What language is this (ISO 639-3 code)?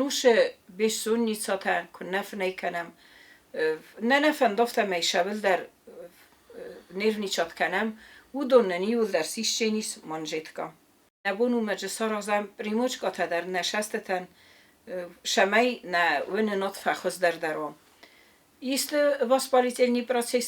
oss